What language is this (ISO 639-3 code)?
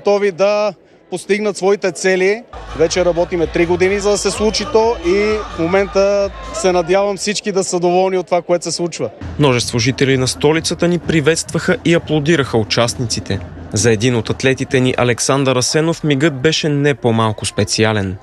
bul